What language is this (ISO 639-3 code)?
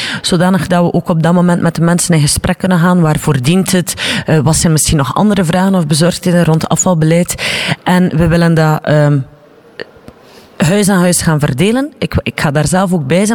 nld